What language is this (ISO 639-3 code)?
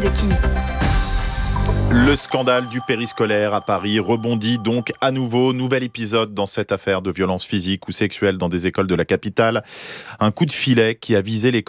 fra